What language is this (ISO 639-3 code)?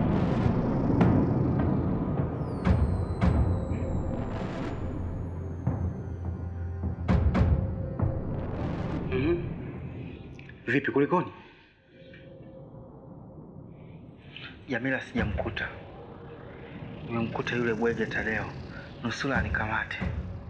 swa